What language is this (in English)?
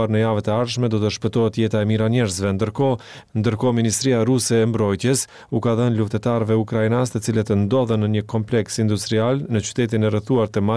Albanian